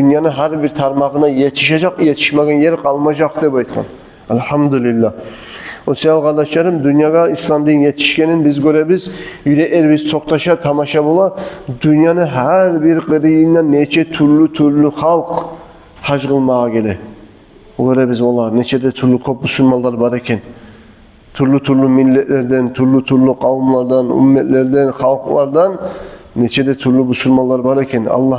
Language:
Kumyk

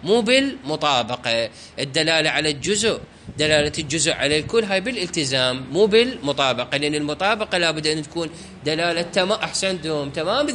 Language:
Mesopotamian Arabic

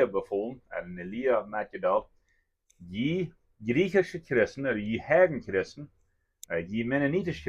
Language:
Plautdietsch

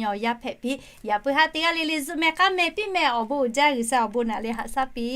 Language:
Lahu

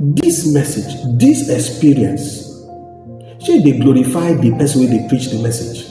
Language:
Nigerian Pidgin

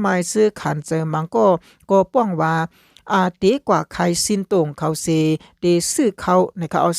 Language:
Shan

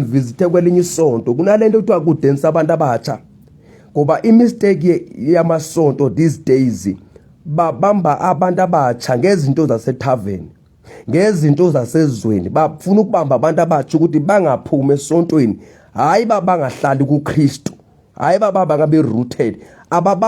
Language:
Zulu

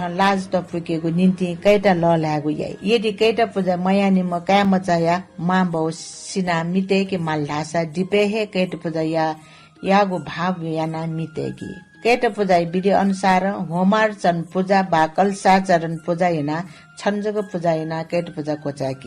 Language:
Newari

